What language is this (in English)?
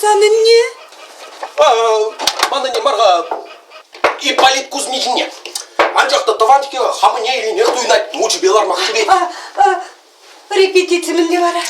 Chuvash